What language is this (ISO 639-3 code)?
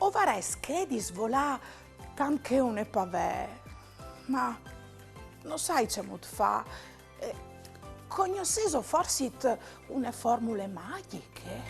fur